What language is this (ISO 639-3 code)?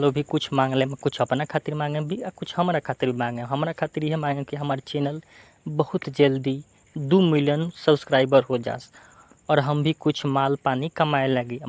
bho